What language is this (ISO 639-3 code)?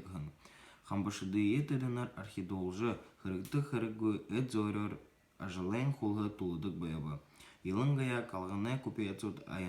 bua